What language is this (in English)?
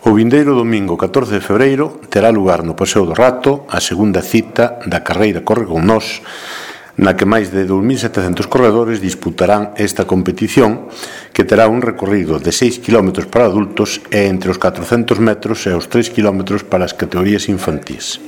Galician